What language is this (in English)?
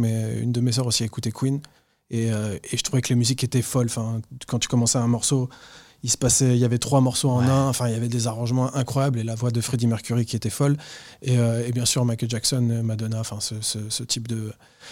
French